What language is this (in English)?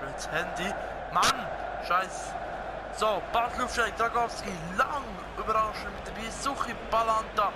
Swiss German